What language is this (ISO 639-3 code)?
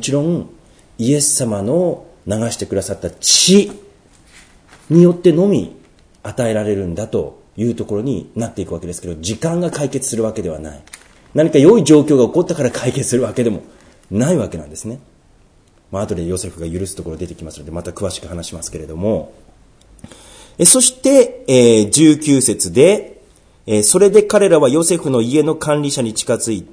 jpn